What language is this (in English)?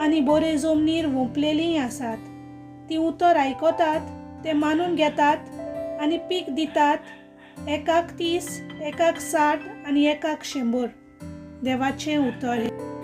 Konkani